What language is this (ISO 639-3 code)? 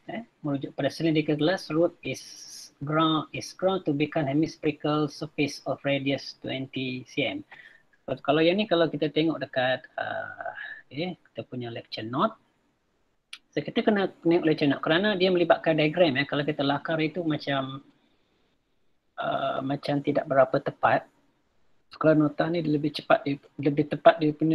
msa